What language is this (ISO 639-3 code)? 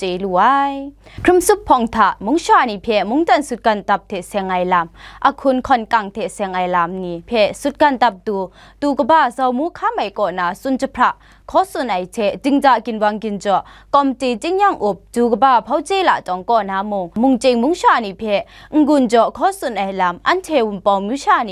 kac